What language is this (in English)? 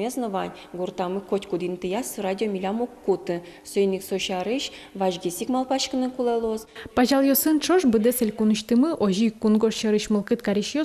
Udmurt